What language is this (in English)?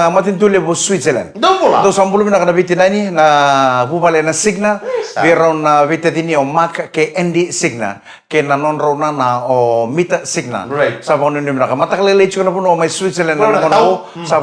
Fijian